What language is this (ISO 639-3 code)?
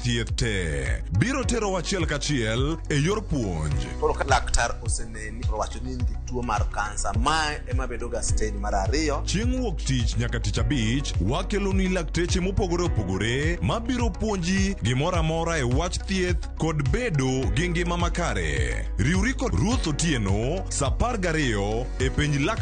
luo